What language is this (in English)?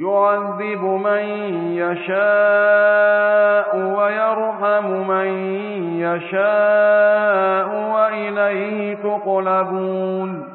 Pular